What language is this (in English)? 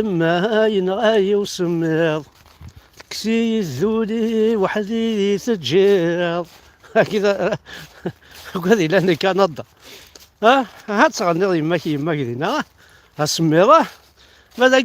Kabyle